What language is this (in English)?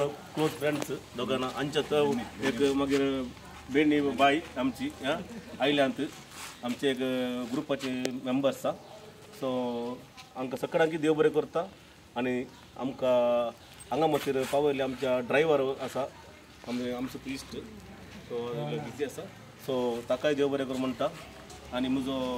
Konkani